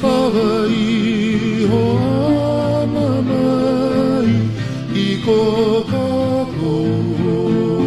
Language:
Hawaiian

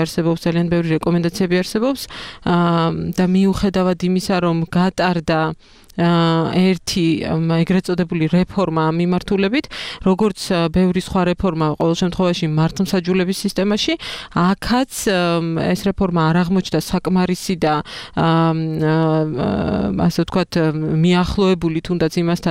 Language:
Georgian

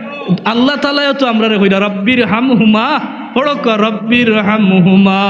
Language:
Sylheti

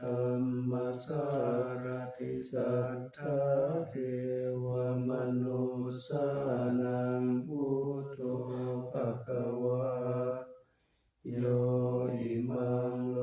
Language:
Pali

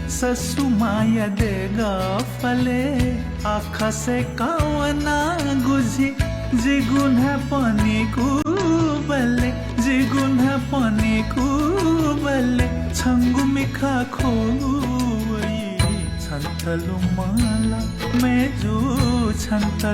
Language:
Newari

